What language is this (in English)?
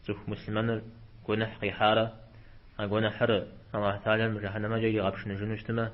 Kabardian